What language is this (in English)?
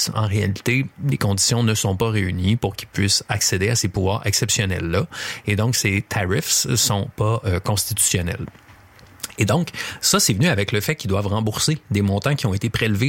French